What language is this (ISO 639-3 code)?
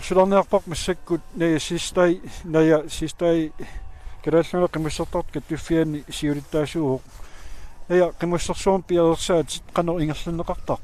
kal